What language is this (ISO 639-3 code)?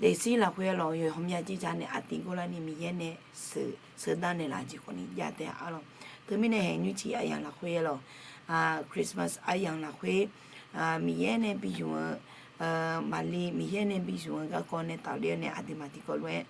ahk